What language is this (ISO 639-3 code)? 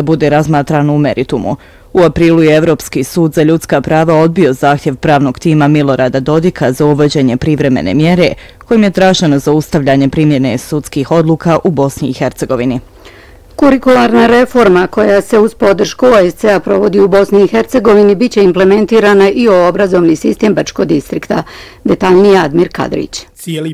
bos